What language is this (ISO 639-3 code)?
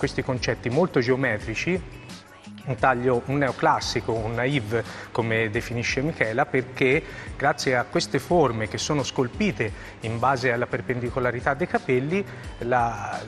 ita